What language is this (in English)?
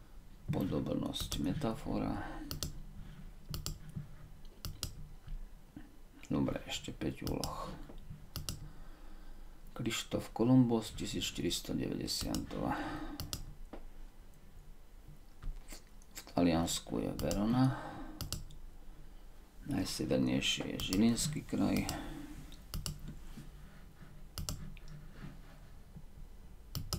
Slovak